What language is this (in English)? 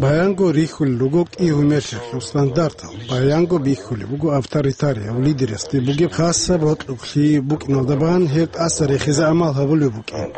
Avaric